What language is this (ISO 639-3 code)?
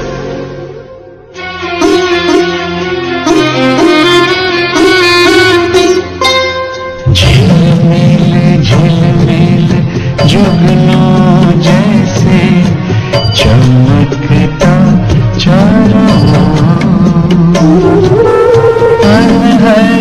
hin